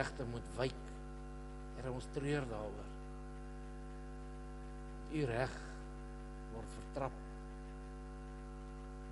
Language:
Afrikaans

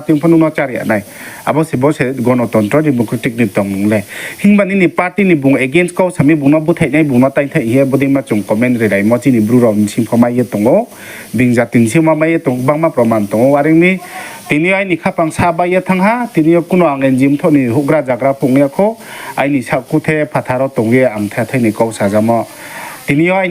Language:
Riang (India)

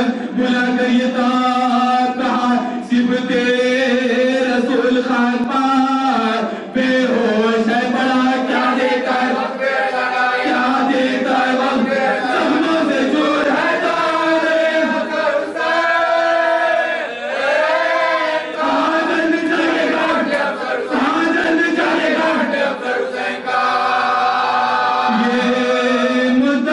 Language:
Urdu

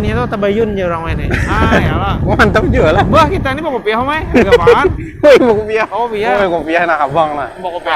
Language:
Banjar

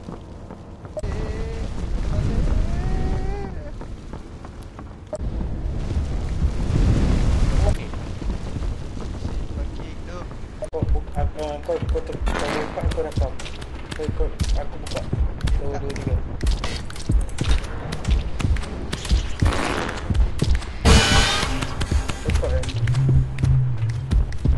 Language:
Malay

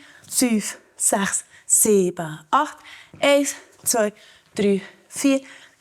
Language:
Swiss German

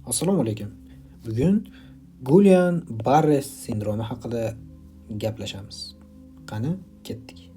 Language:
Uzbek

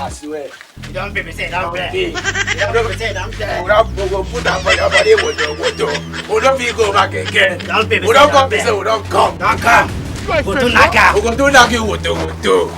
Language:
Nigerian Pidgin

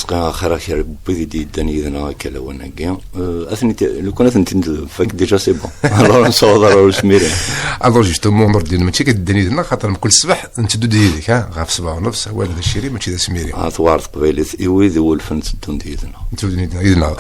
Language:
Kabyle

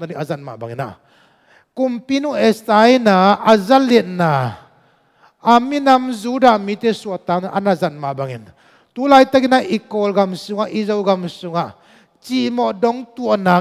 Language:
Tedim Chin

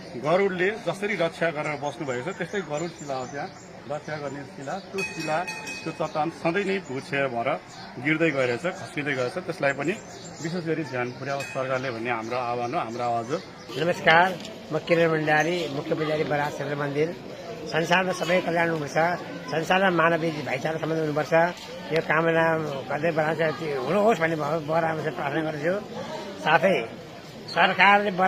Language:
Nepali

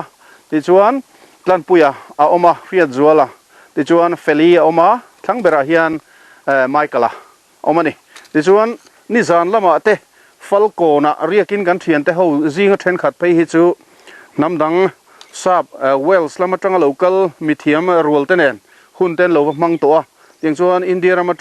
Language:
Mizo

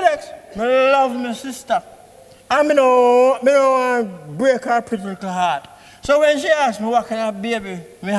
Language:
Jamaican Creole English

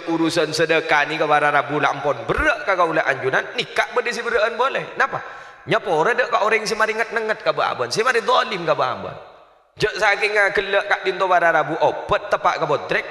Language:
Madurese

